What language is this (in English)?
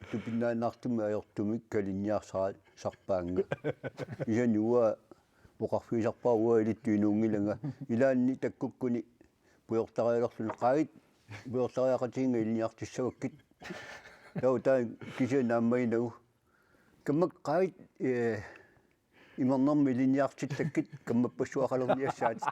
Kalaallisut